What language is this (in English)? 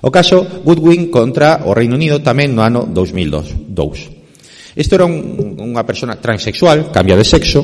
Galician